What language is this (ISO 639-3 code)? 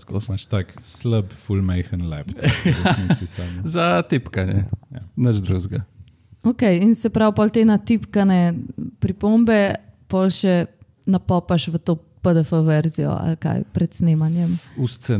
slv